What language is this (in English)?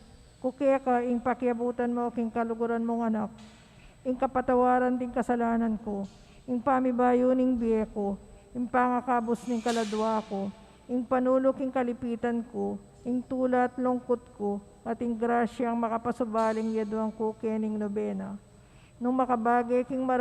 Pampanga